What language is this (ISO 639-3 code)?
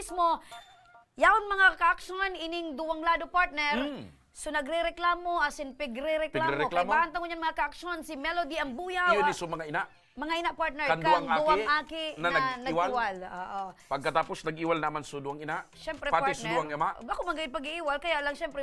bik